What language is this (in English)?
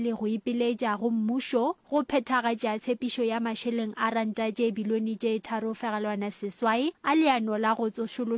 Northern Sotho